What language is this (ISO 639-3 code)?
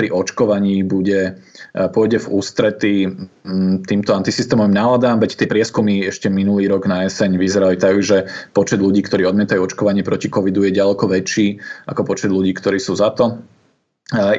slk